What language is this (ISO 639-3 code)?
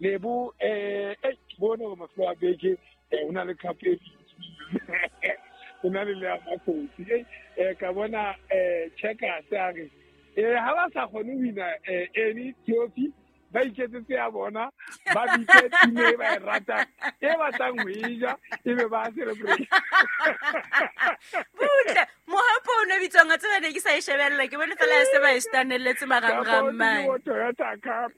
sot